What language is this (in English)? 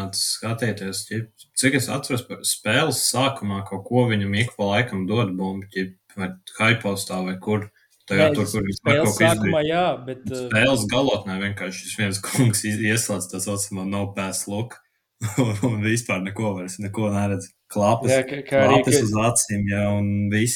Latvian